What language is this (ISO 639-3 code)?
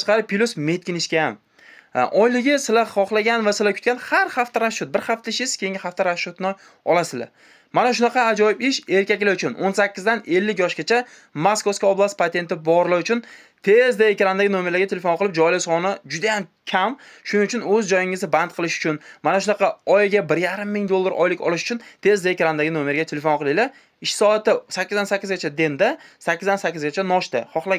uzb